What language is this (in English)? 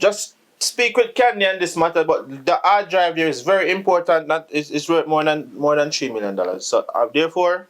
Jamaican Creole English